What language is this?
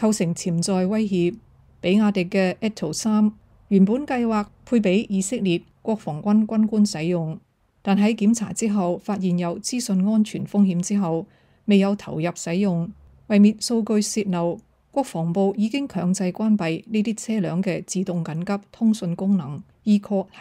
Cantonese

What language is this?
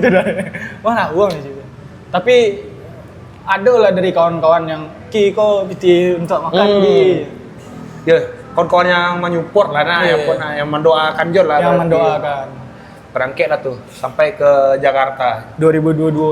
Minangkabau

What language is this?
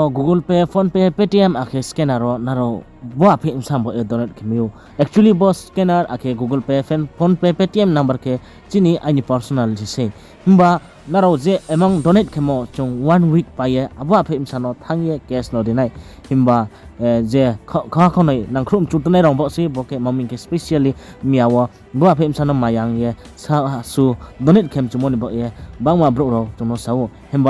Riang (India)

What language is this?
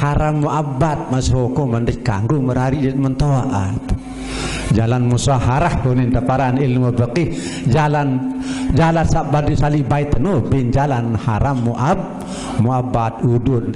Sasak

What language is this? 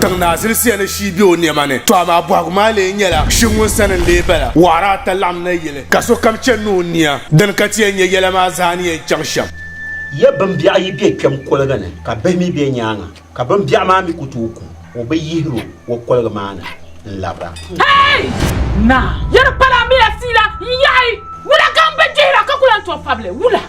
Dagbani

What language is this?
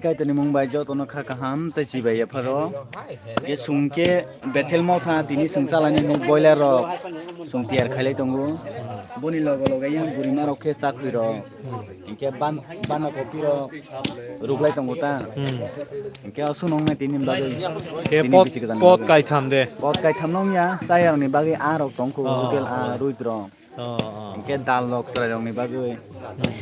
Kok Borok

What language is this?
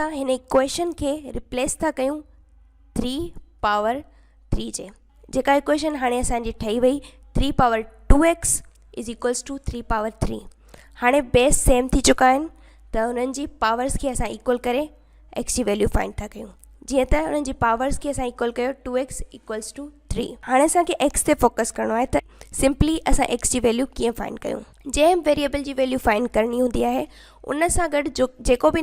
Sindhi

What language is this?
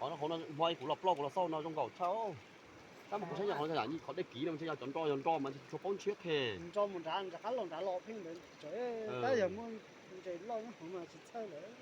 Hmong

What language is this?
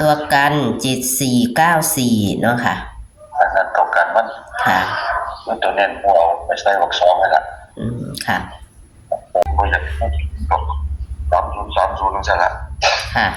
Northeastern Thai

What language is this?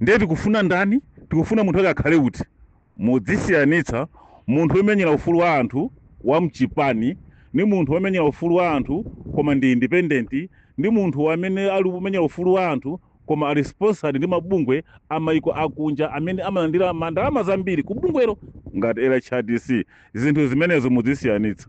Nyanja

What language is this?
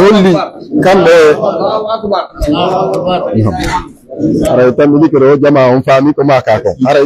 Pular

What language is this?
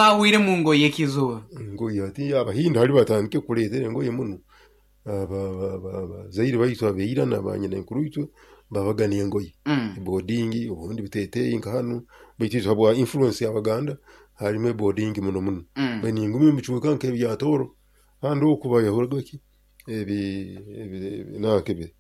Nyoro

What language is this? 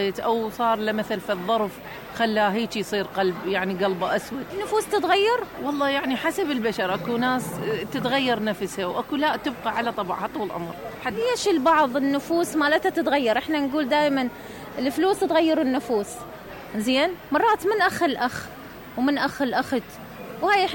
Mesopotamian Arabic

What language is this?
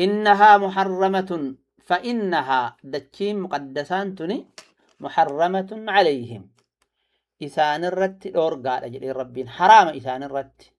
Oromo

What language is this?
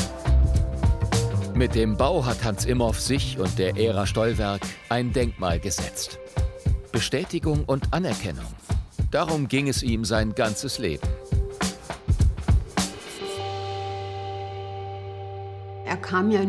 German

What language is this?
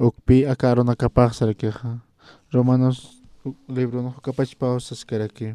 Aymara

